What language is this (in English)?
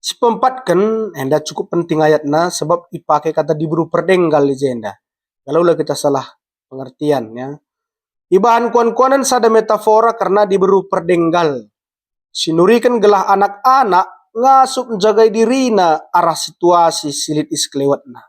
Batak Karo